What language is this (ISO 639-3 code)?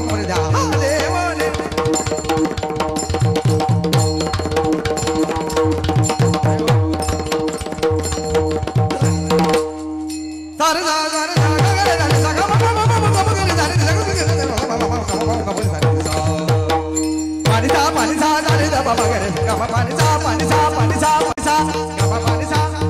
mar